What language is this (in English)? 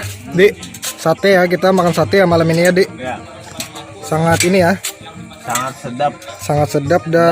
Banjar